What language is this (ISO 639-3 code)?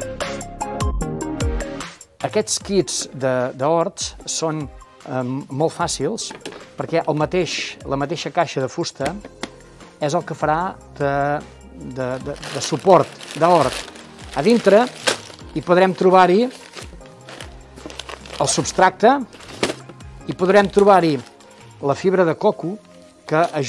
cat